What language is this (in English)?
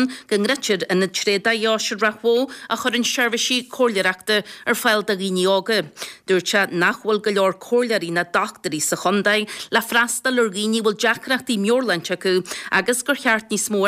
Irish